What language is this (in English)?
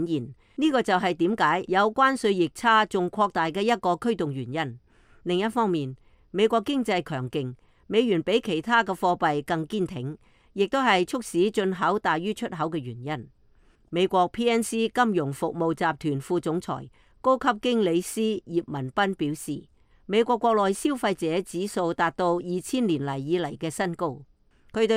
Cantonese